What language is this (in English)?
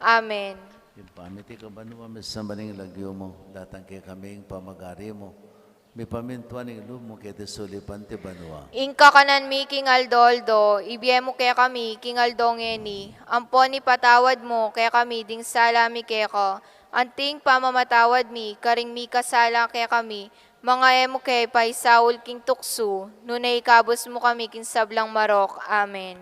Pampanga